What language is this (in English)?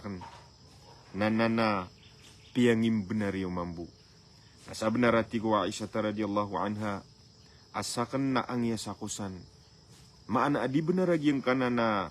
Maranao